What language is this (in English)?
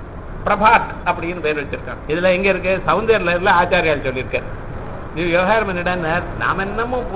Tamil